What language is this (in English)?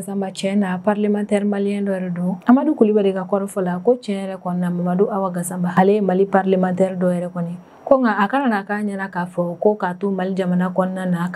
Bambara